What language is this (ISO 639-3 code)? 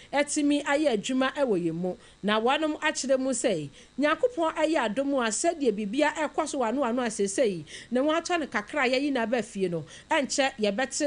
aka